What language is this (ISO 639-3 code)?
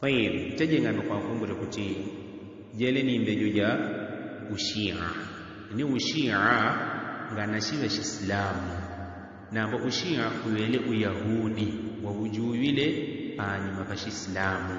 yao